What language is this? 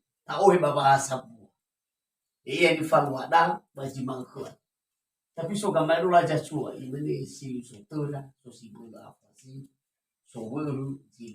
Nias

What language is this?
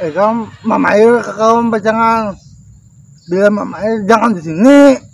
Banjar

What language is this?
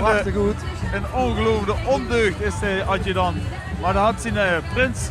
Limburgish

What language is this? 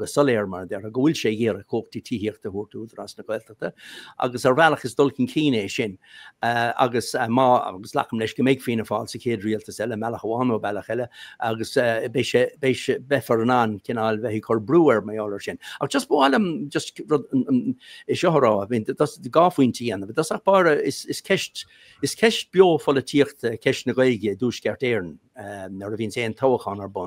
Irish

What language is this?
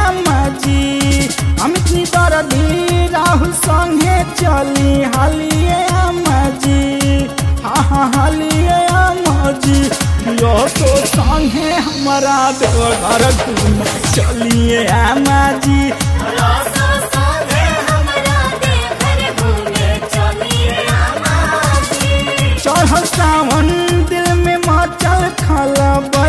Bhojpuri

